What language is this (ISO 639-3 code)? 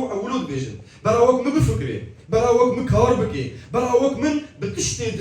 kur